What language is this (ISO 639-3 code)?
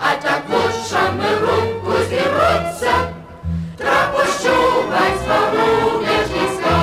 hsb